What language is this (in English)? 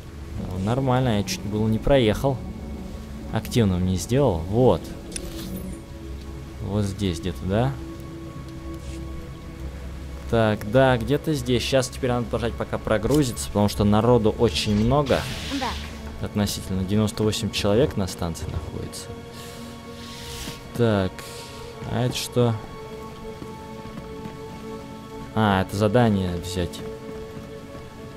Russian